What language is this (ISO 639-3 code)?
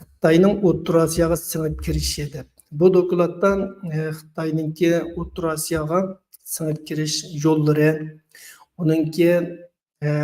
uig